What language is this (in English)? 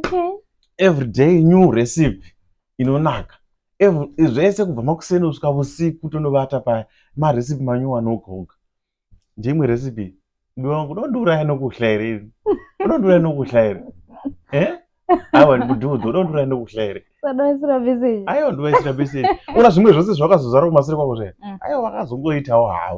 Shona